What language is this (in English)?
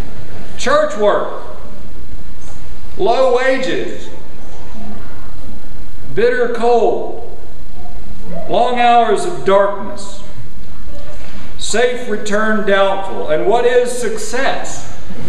English